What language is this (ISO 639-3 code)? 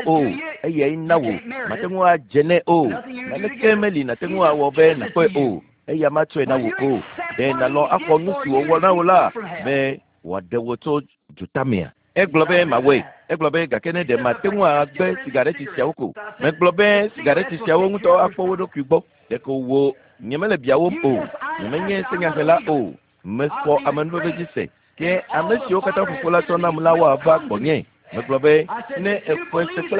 ewe